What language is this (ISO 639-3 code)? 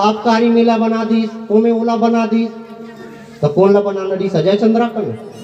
hne